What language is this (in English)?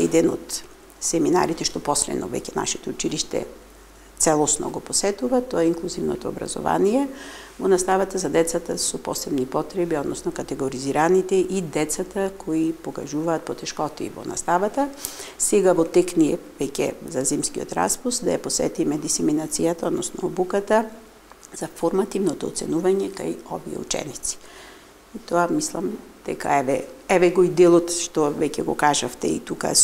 Macedonian